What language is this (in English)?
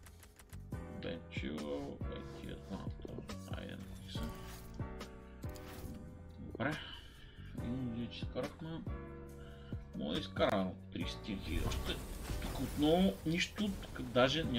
Bulgarian